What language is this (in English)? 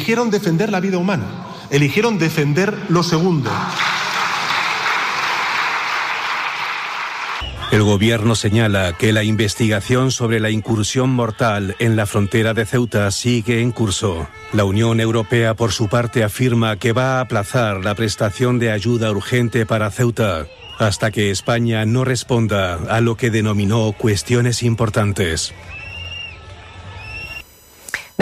Spanish